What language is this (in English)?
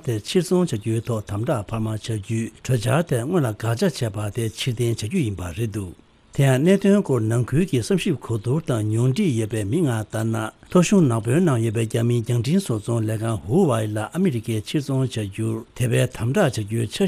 Tibetan